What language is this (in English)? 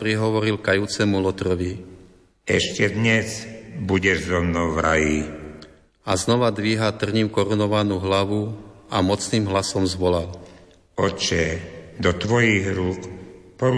Slovak